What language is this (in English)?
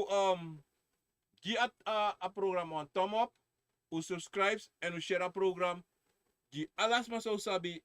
Sranan Tongo